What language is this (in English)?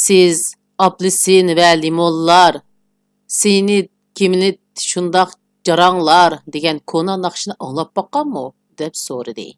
Uyghur